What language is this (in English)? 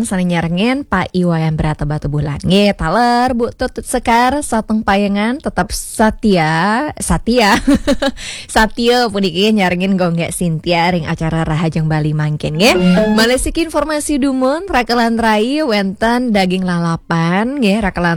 Balinese